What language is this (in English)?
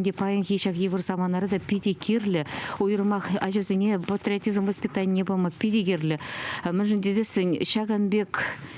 Chuvash